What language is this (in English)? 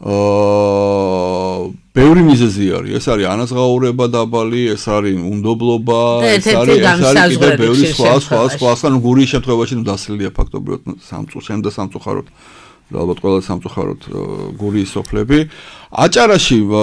Georgian